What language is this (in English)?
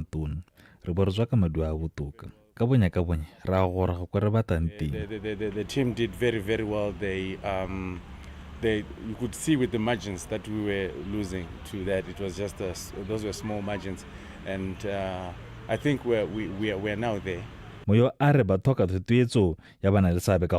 Tswana